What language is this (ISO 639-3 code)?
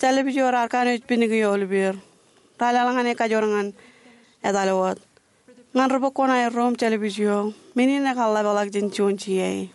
mah